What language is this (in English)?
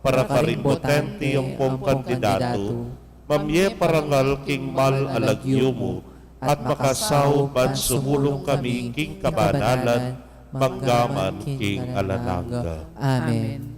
Pampanga